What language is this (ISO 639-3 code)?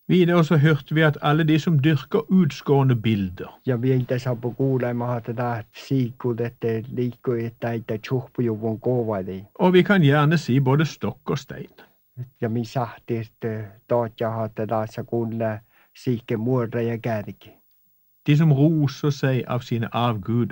nor